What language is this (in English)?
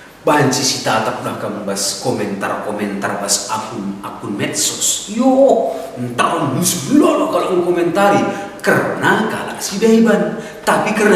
Batak Karo